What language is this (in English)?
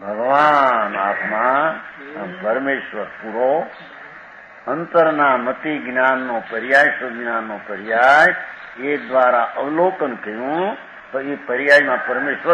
Gujarati